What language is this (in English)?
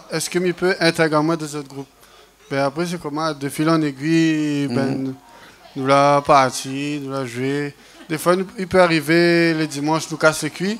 Réunion Creole French